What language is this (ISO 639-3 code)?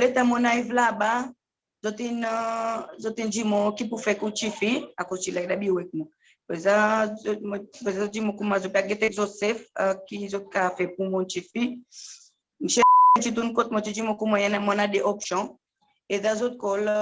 crs